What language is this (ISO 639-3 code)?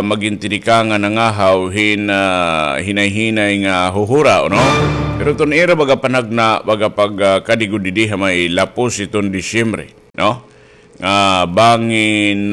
war